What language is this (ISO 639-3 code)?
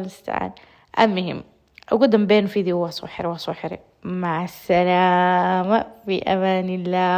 som